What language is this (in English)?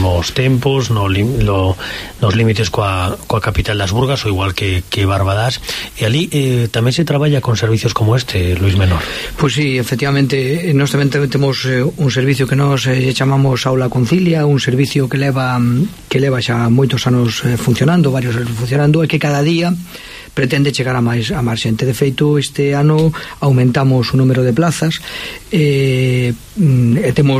Galician